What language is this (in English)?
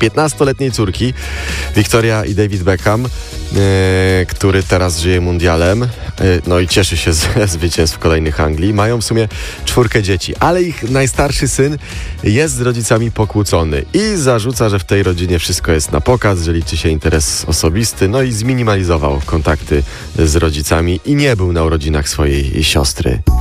Polish